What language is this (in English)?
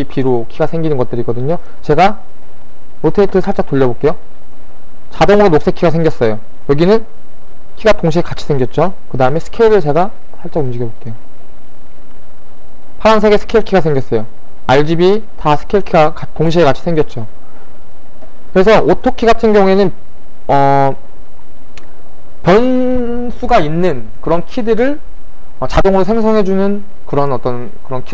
Korean